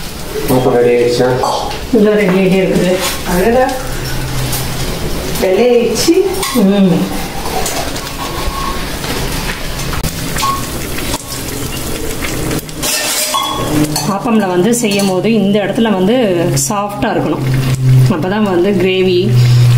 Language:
Tamil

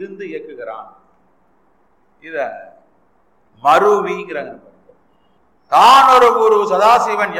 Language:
Tamil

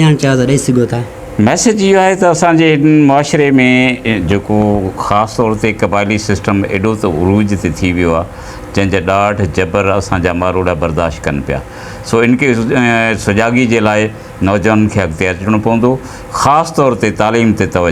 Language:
Sindhi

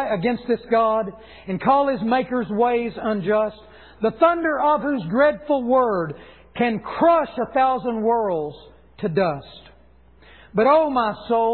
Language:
English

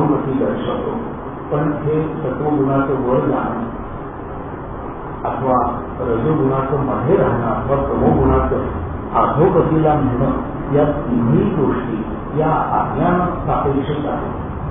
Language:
Marathi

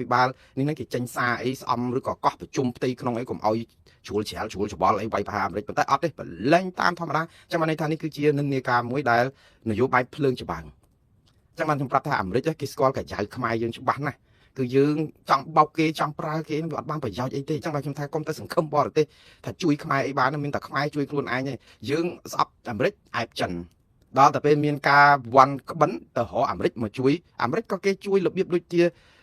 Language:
Khmer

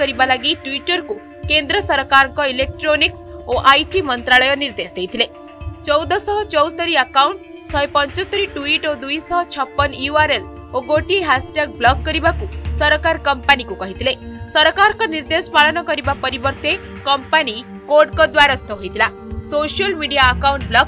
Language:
Odia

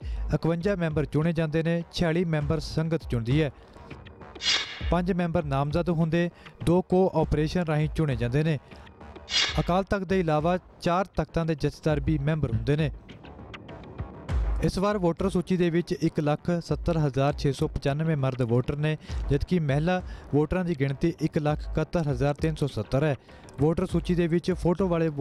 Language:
Punjabi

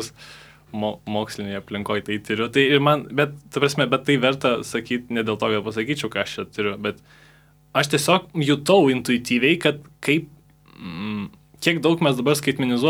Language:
Lithuanian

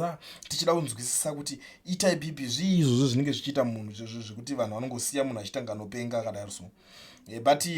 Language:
Shona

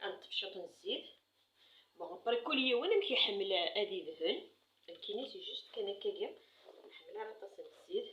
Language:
Kabyle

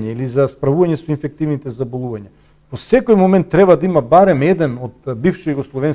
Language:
Macedonian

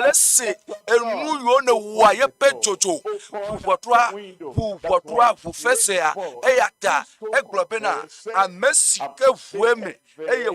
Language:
Ewe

